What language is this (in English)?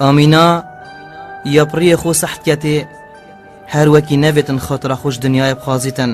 Kurdish